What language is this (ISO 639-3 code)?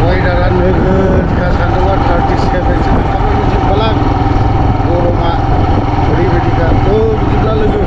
brx